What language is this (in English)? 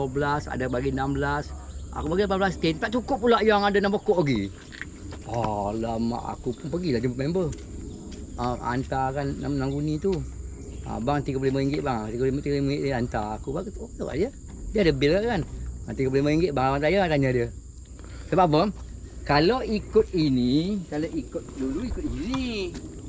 Malay